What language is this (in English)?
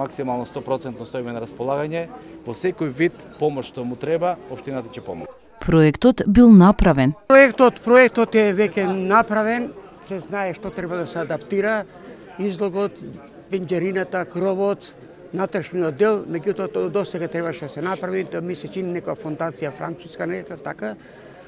Macedonian